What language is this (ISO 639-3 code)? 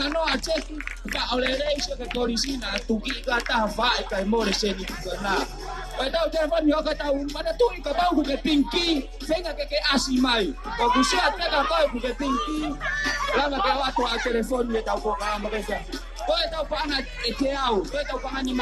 ton